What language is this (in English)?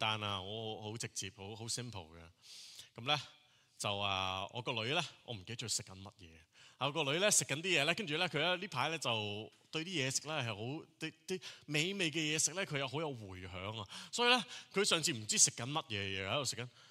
Cantonese